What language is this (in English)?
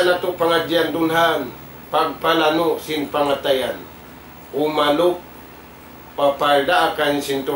Tausug